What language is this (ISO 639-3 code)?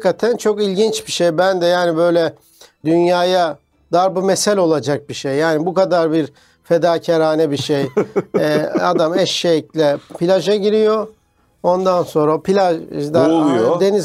tur